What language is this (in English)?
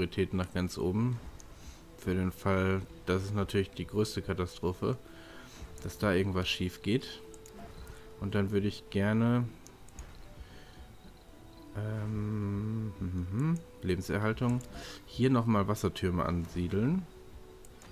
German